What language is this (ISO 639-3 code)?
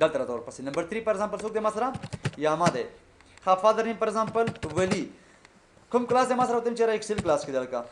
pus